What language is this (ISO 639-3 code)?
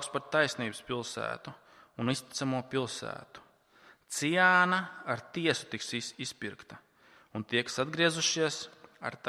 lav